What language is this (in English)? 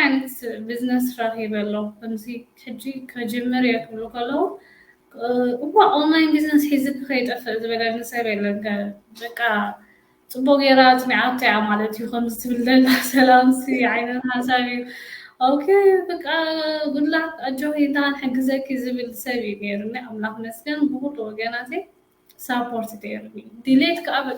Tigrinya